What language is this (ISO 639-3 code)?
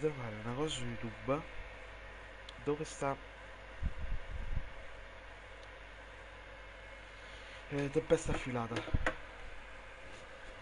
ita